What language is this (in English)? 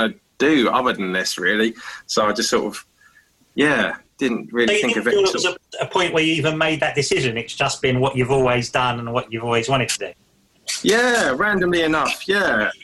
English